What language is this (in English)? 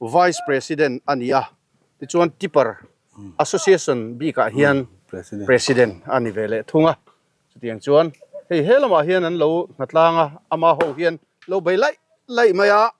Mizo